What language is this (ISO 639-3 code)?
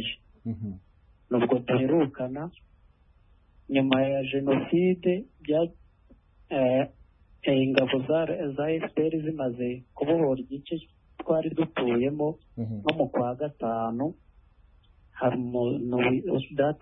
kin